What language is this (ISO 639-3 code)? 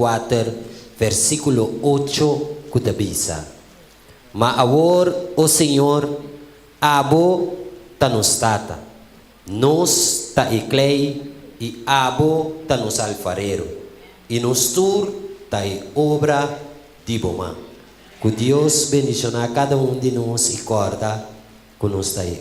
pap